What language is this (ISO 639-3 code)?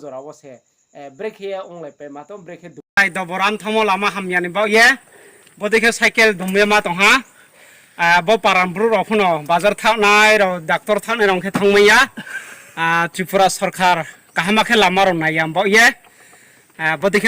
ria